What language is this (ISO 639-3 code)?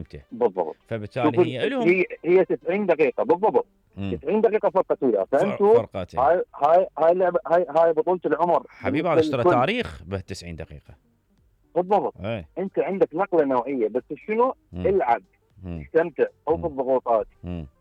acm